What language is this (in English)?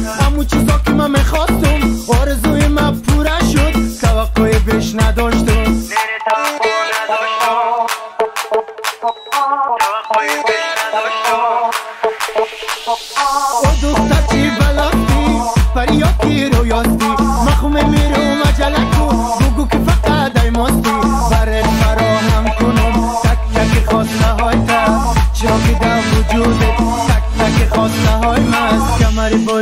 Persian